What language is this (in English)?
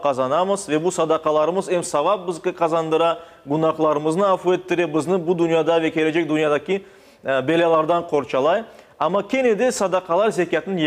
Crimean Tatar